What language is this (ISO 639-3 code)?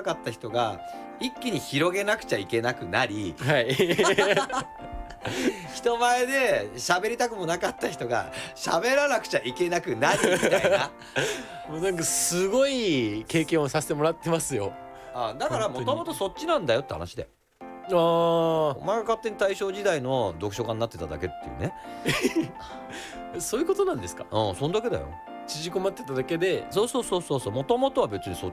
jpn